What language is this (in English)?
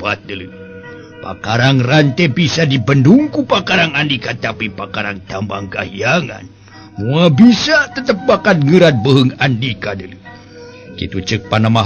Sundanese